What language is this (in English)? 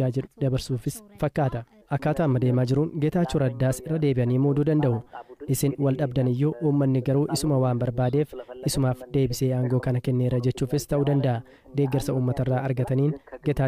Oromo